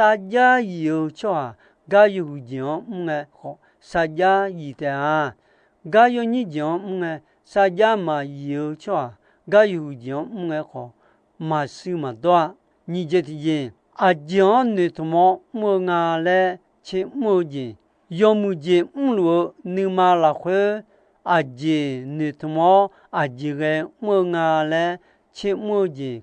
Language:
Akha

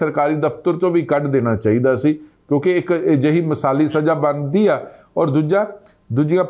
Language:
Punjabi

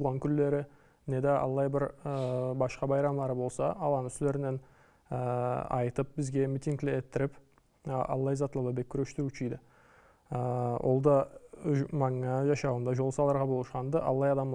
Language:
Karachay-Balkar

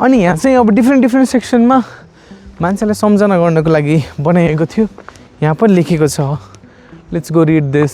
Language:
Nepali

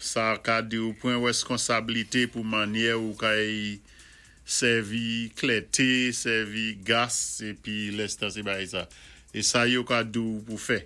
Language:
Saint Lucian Creole French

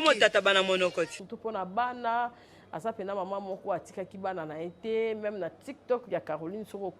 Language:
Lingala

